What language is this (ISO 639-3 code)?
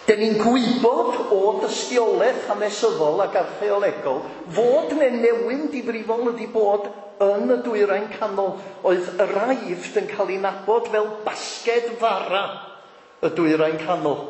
cym